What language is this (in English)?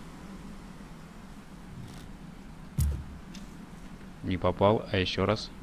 Russian